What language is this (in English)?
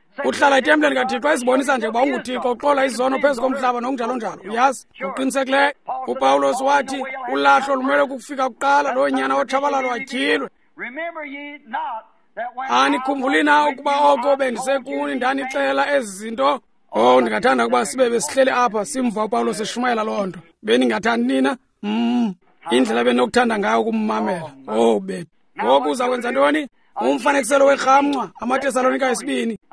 Xhosa